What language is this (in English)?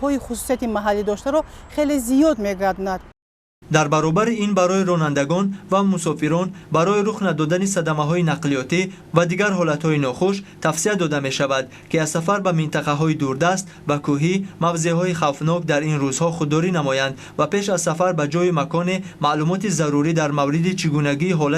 Tajik